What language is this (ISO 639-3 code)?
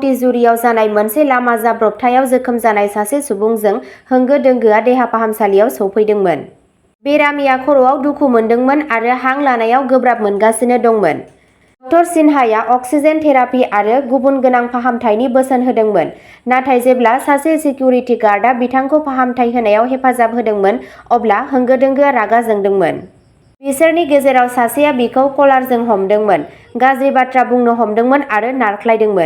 brx